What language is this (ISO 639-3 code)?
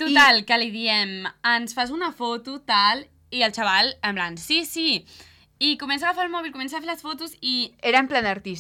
cat